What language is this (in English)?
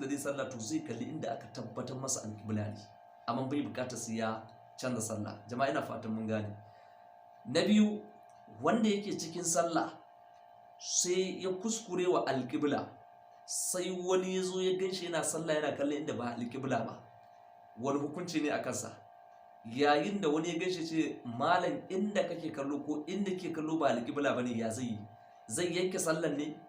Hausa